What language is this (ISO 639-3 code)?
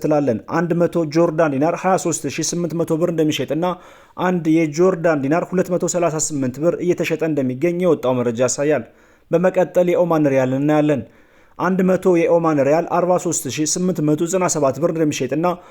amh